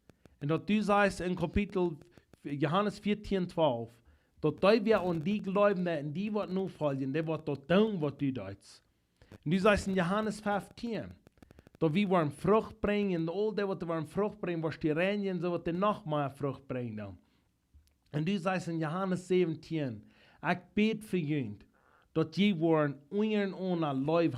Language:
Plautdietsch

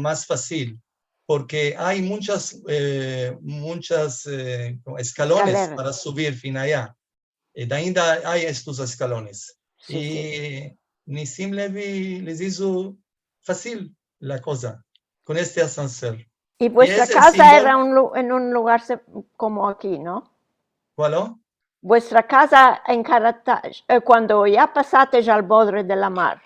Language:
Ladino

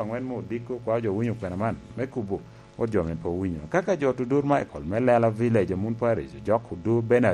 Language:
Lango (Uganda)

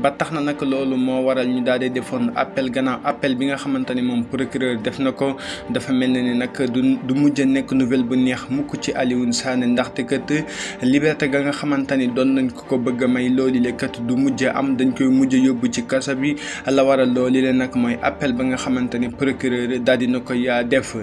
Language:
Wolof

